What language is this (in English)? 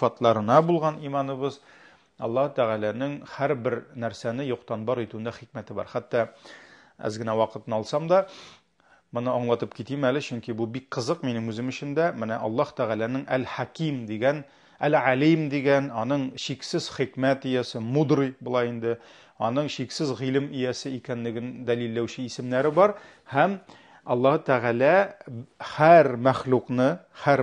Tatar